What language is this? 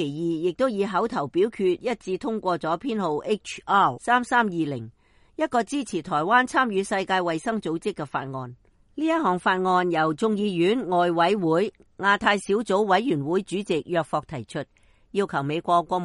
Cantonese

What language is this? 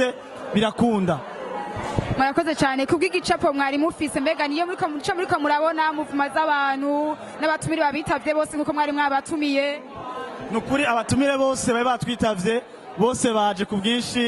Rundi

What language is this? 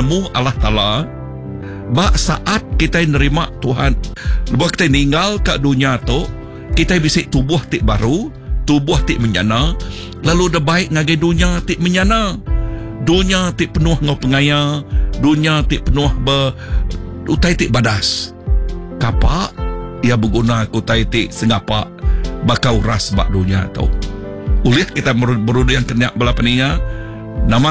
Iban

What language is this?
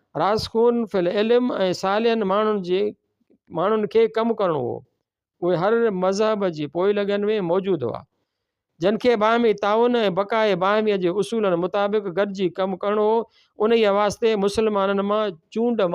Sindhi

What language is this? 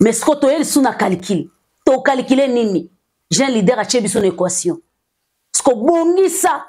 Lingala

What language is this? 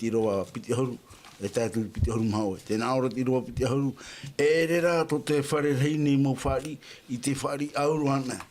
Tahitian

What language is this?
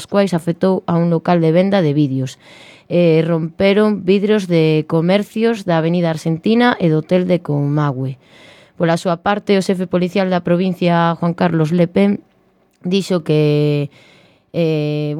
Galician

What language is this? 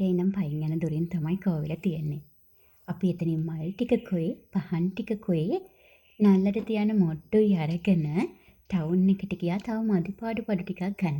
Sinhala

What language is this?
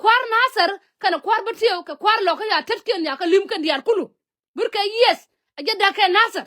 Nuer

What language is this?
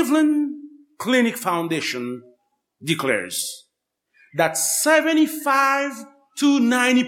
Haitian Creole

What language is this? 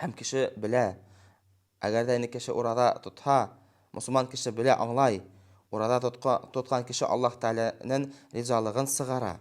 Bashkir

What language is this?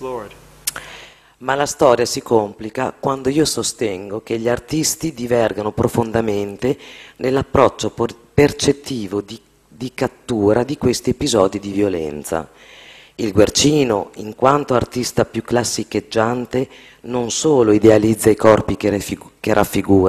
Italian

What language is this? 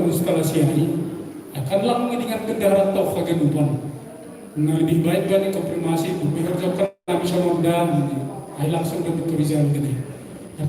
Batak Simalungun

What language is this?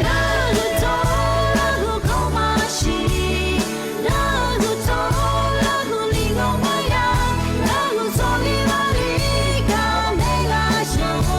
Lahu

